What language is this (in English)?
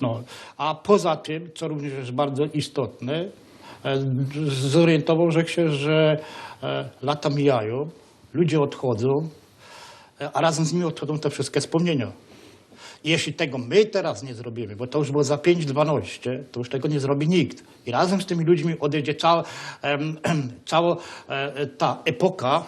Silesian